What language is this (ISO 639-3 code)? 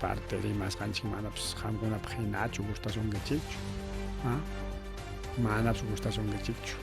quy